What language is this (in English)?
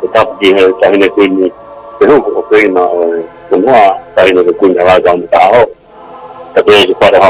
Tongan